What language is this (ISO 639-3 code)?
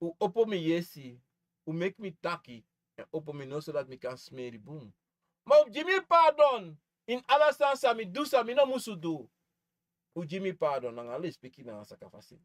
srn